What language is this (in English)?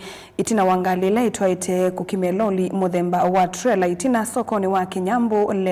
Kamba